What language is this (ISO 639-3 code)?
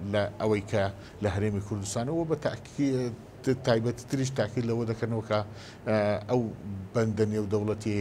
ckb